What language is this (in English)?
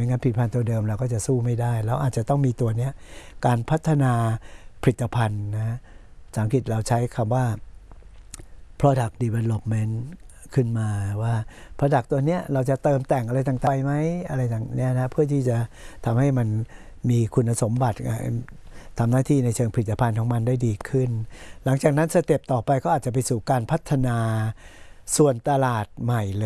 Thai